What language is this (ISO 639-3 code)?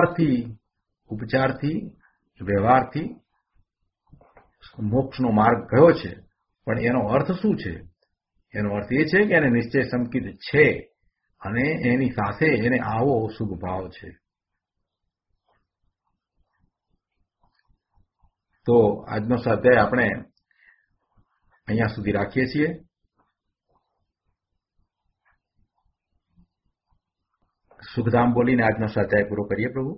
guj